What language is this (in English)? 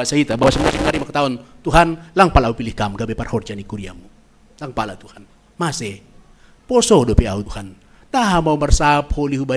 Batak Simalungun